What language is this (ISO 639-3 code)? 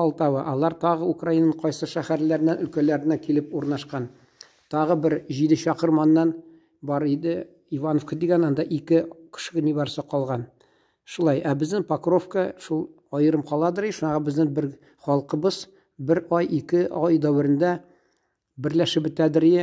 tat